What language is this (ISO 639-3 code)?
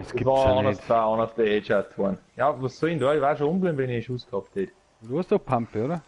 bar